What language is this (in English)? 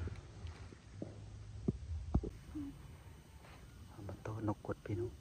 Lao